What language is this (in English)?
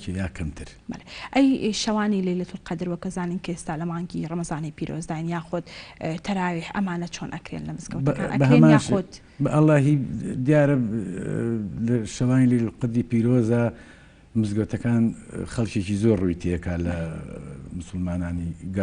Central Kurdish